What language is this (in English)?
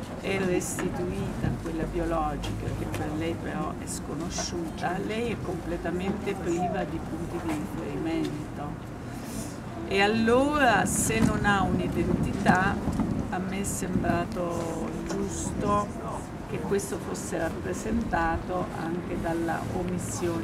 Italian